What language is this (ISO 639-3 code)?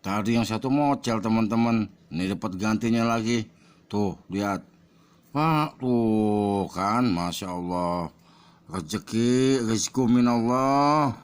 bew